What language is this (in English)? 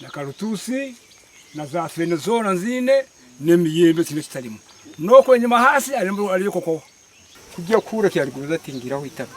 Nyankole